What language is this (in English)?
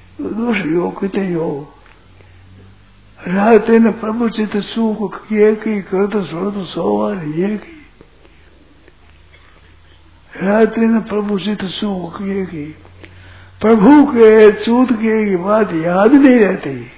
Hindi